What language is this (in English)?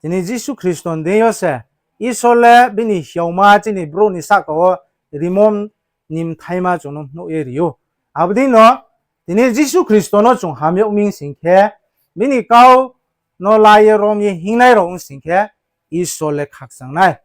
Riang (India)